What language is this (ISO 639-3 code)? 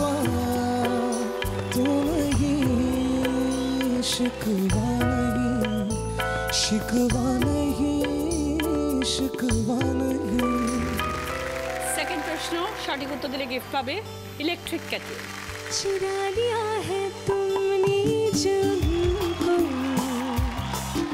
ben